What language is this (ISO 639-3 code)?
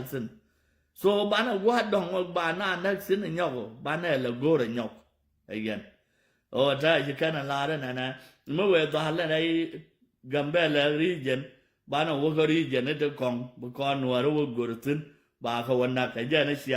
nus